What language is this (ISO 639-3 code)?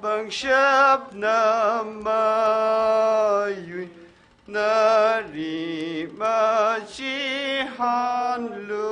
nmf